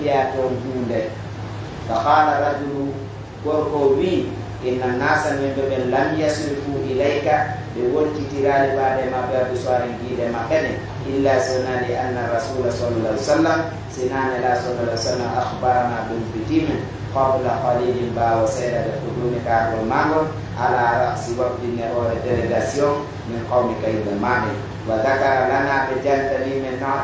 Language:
Pular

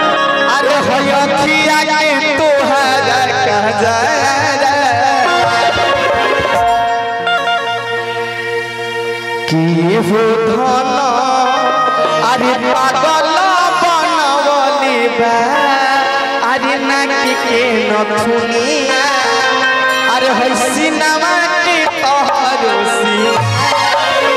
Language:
Bhojpuri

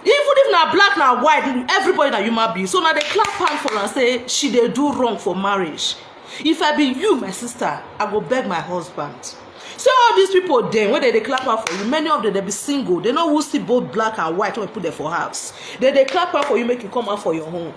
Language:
Nigerian Pidgin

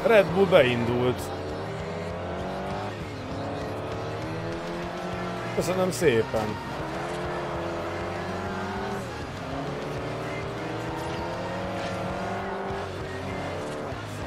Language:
Hungarian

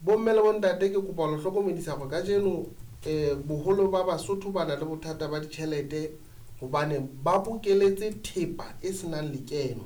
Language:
Southern Sotho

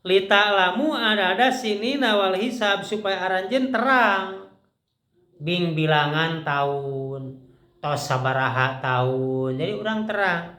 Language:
Sundanese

